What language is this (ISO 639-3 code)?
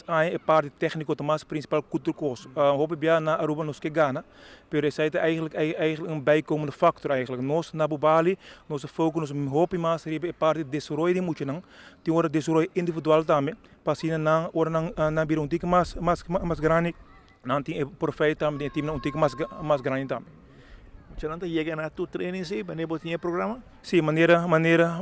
pap